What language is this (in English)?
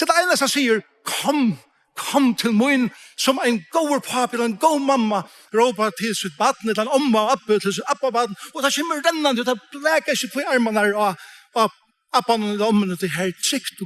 Faroese